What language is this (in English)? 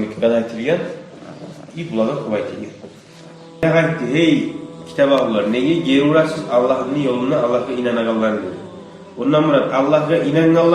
Kumyk